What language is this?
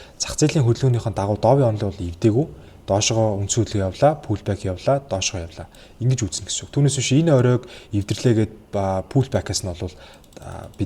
Mongolian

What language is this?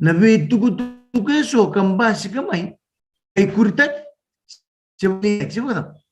Fijian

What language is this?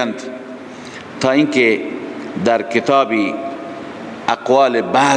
Persian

